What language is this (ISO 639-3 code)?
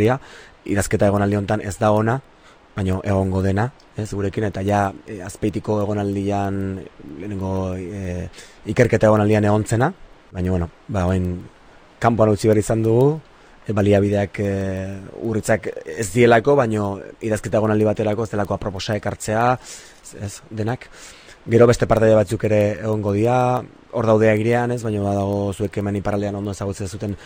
eus